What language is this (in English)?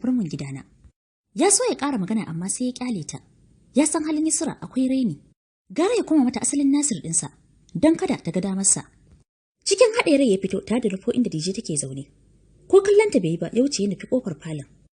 Hausa